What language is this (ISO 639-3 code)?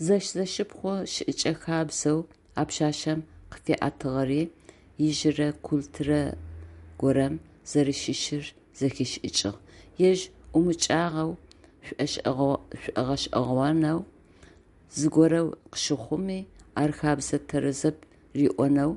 ady